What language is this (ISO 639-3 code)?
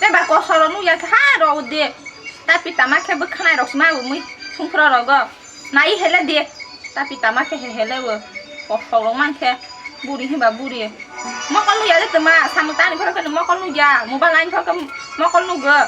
trp